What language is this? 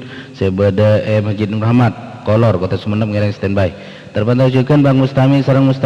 Madurese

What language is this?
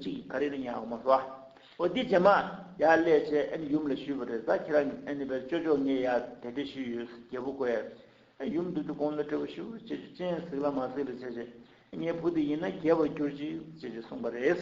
Tibetan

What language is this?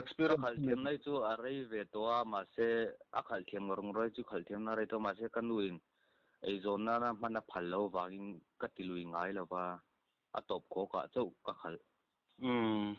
Mizo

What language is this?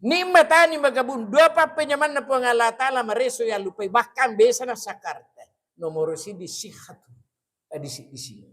Buginese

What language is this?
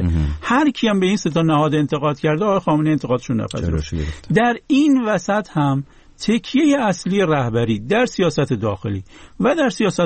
Persian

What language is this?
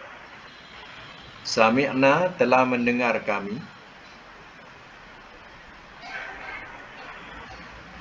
Malay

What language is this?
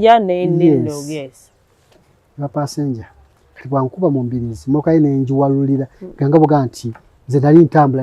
Ganda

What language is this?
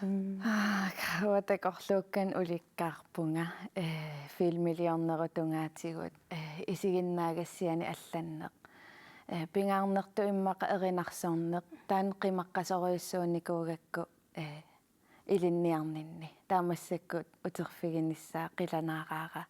Kalaallisut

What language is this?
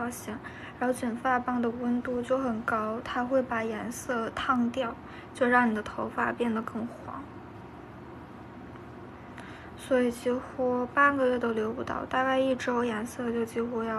Chinese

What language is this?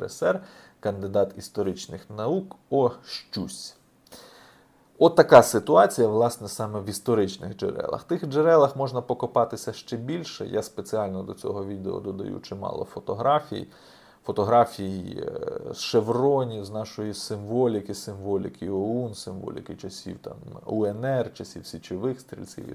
Ukrainian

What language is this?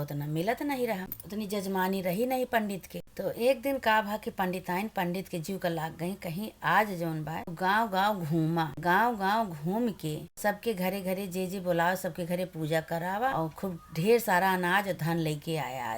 Awadhi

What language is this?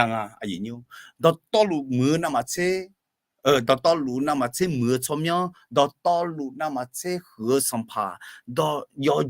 Akha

